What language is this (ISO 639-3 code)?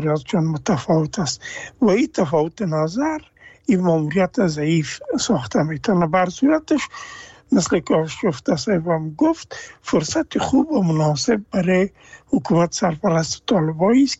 fas